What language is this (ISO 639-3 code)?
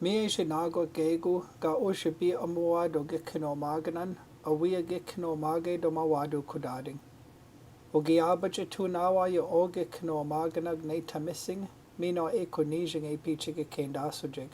ciw